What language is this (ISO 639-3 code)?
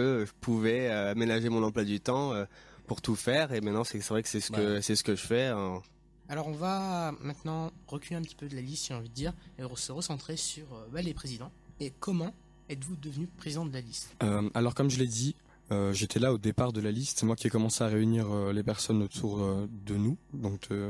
fra